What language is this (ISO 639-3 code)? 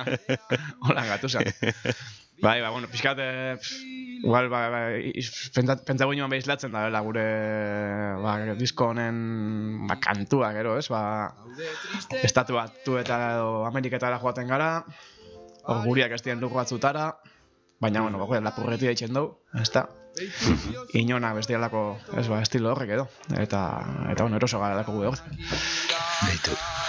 eus